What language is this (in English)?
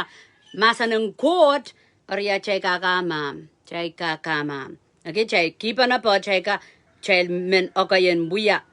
Pohnpeian